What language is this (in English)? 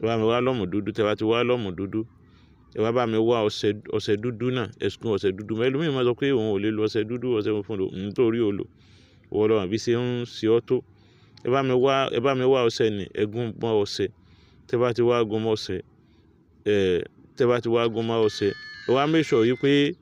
Yoruba